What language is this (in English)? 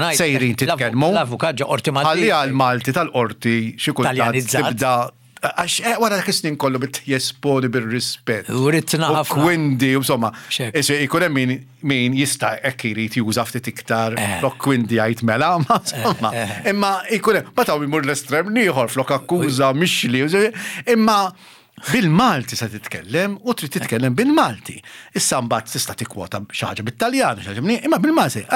Maltese